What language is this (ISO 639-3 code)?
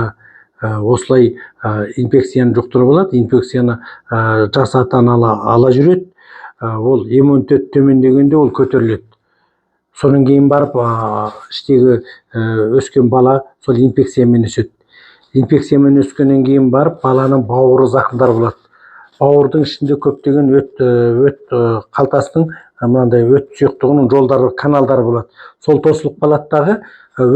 kaz